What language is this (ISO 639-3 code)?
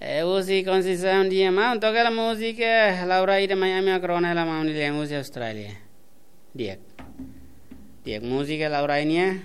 tet